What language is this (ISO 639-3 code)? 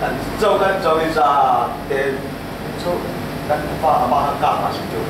cfm